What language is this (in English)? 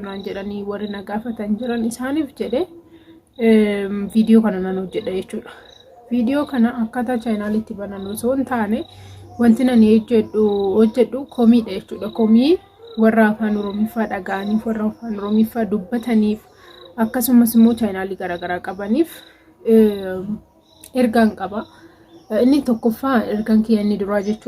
Oromo